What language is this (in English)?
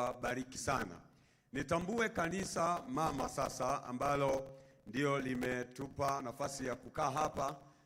Swahili